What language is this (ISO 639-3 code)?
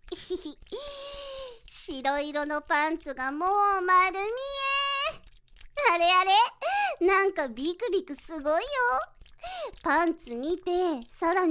jpn